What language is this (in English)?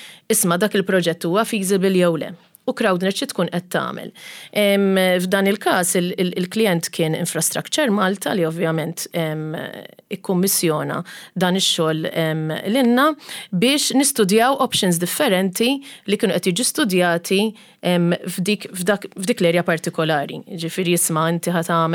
Maltese